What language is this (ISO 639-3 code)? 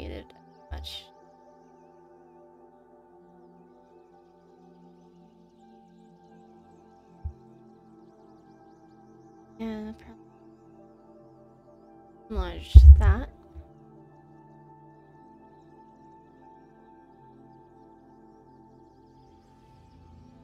eng